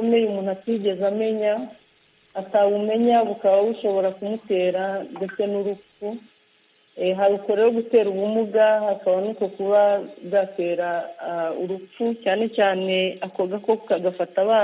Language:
Kinyarwanda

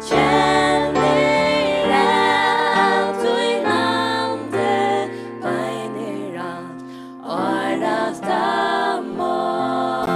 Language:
Faroese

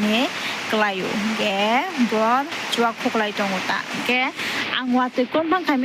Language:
Kok Borok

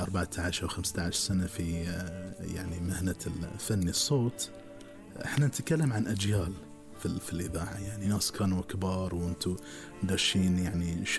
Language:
Gulf Arabic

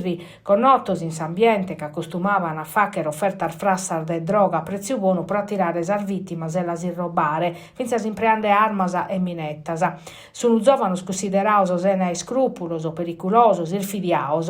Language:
Sardinian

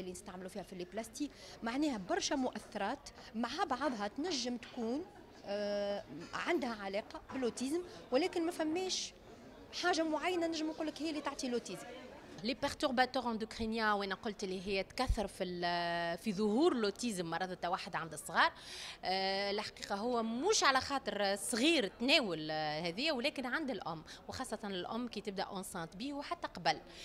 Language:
Tunisian Arabic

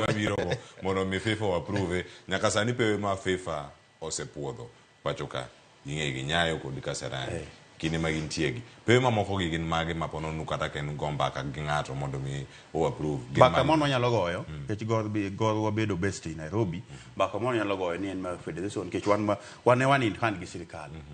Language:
Luo (Kenya and Tanzania)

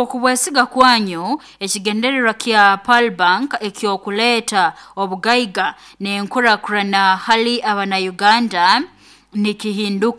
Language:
Nyoro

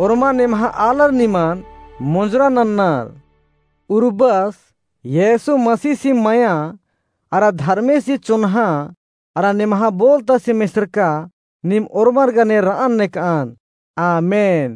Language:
Kurukh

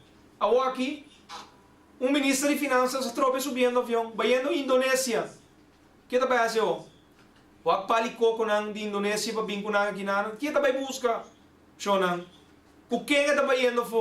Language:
Papiamento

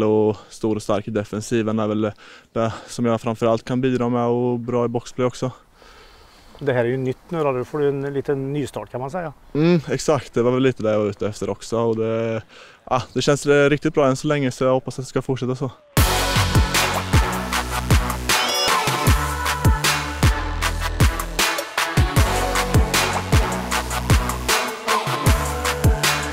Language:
Swedish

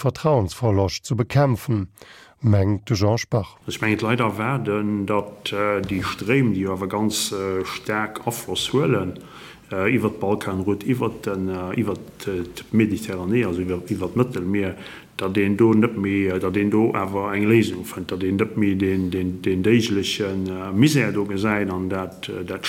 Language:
Luxembourgish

